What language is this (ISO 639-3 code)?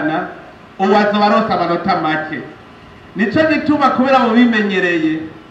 run